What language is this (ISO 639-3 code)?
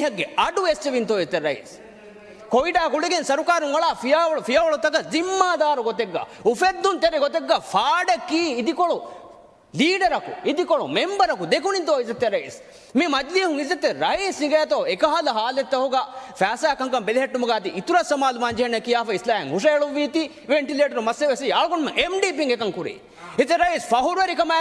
div